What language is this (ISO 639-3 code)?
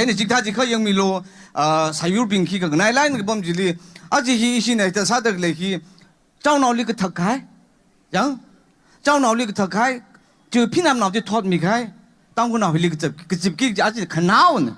nmf